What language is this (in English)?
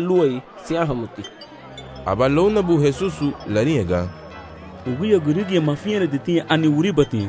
Garifuna